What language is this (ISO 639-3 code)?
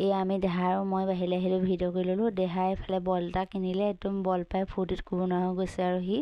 asm